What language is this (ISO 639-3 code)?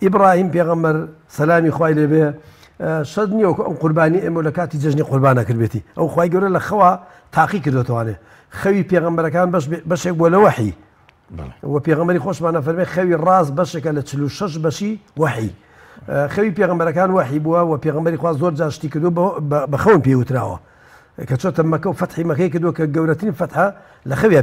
ckb